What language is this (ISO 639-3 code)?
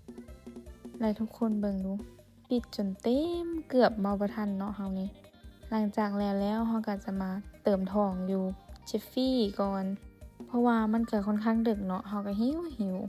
lao